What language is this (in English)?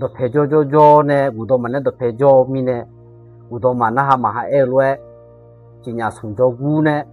Akha